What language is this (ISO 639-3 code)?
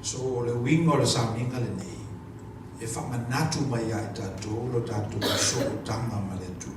smo